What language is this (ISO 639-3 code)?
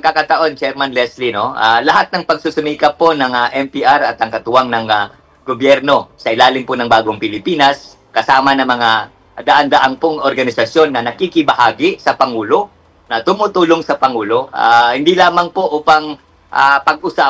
fil